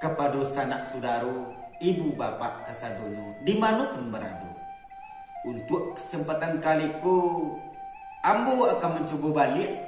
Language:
Minangkabau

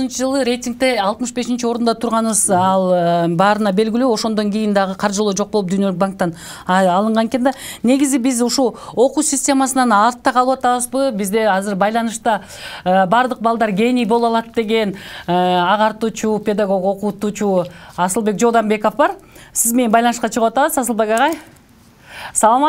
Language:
Kyrgyz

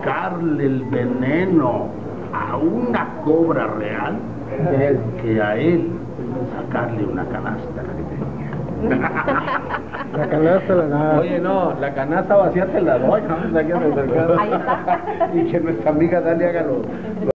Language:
Spanish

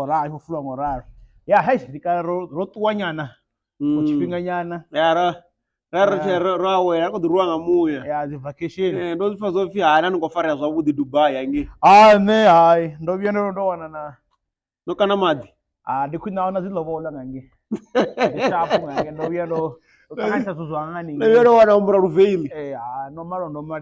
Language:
Venda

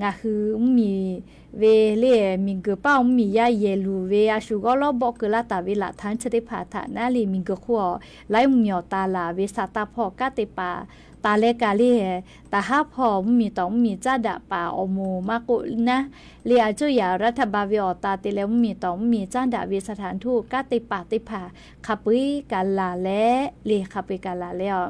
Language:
Lahu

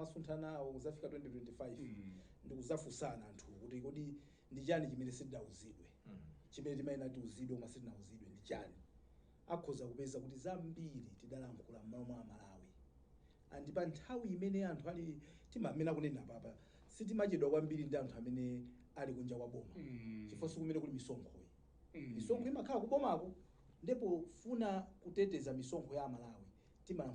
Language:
Nyanja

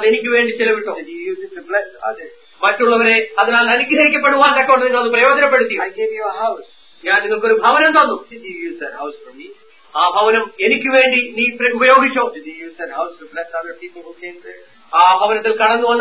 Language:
Malayalam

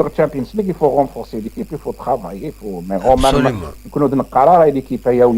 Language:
Kabyle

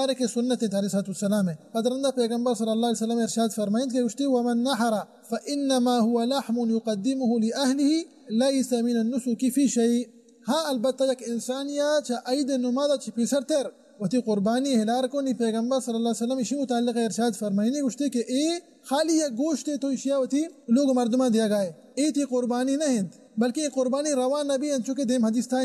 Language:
Baluchi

